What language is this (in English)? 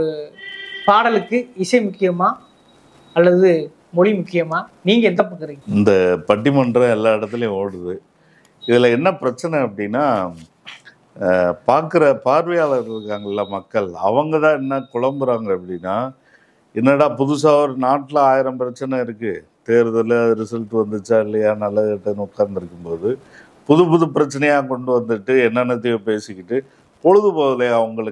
Tamil